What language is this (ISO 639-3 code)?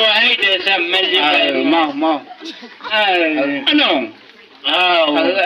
nbc